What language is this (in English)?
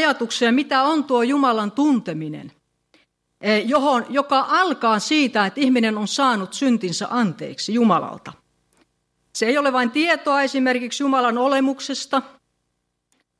Finnish